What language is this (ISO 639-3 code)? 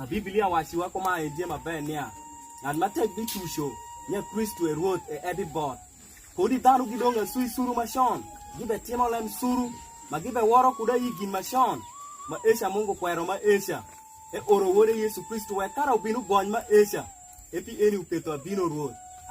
alz